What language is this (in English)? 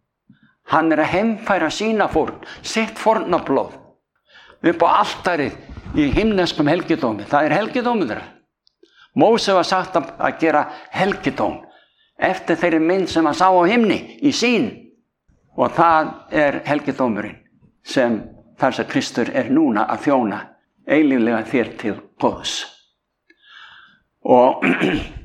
Icelandic